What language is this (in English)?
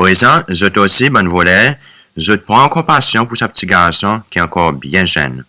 Seselwa Creole French